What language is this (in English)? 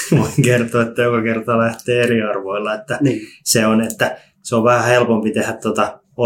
Finnish